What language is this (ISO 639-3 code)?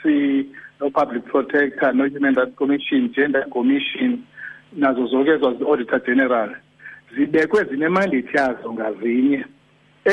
xho